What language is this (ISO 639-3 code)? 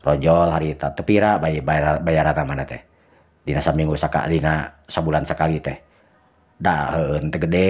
sun